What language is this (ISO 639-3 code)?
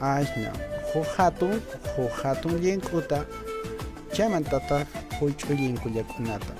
que